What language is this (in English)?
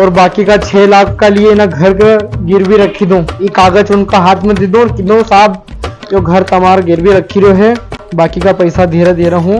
Rajasthani